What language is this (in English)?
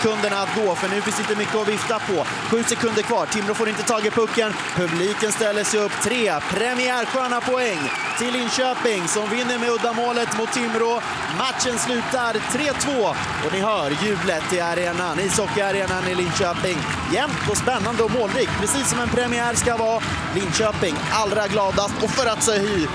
Swedish